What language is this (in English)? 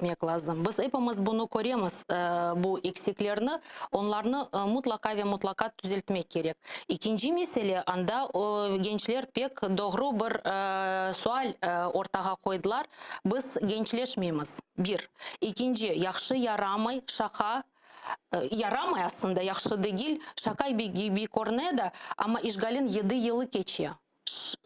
Crimean Tatar